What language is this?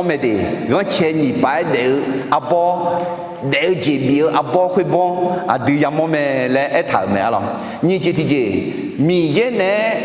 Akha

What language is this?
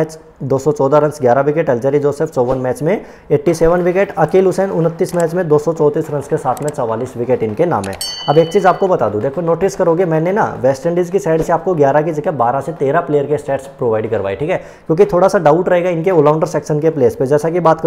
Hindi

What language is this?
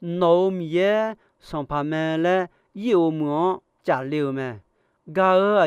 Akha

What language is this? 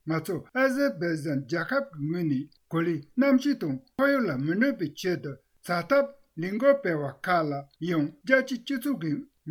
Tibetan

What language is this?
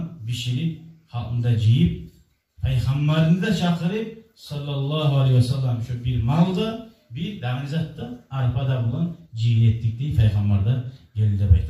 Kumyk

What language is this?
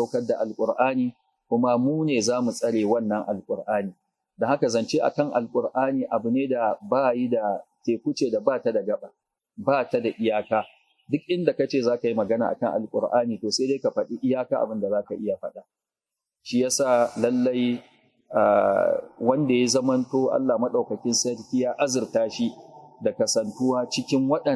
Hausa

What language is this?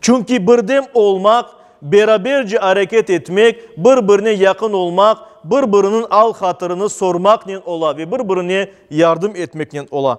Crimean Tatar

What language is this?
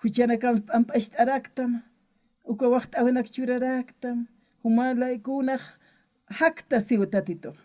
Aymara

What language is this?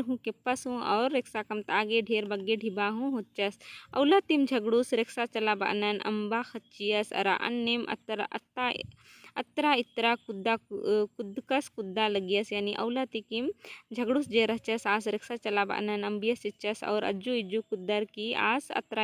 Kurukh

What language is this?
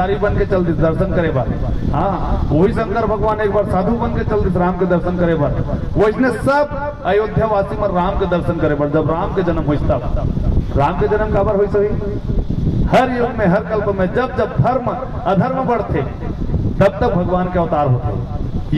Chhattisgarhi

